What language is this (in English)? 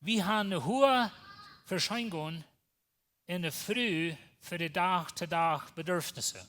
Plautdietsch